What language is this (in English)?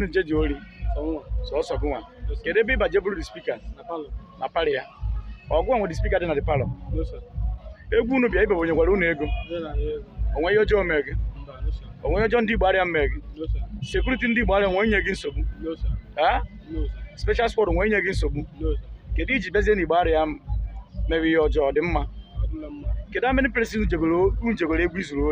Igbo